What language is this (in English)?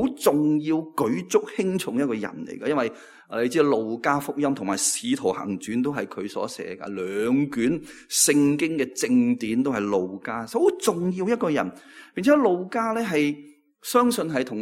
Cantonese